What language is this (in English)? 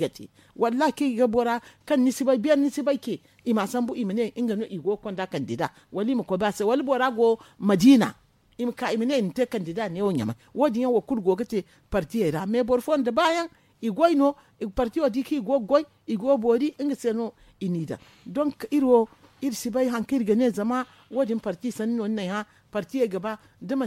Zarma